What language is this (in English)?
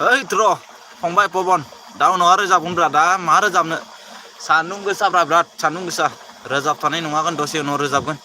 Bodo